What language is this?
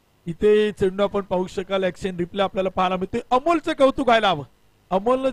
Marathi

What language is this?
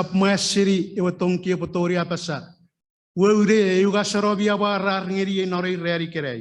Chuukese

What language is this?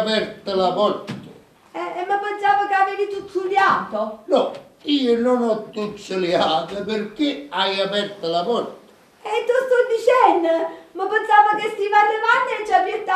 Neapolitan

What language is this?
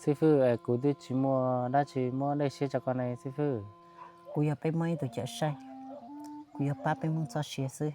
Hmong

